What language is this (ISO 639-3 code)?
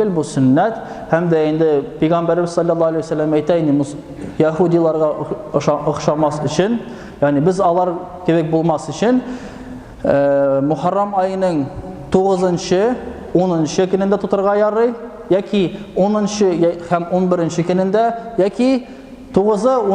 tat